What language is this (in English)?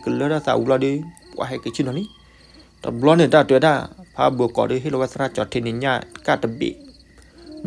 S'gaw Karen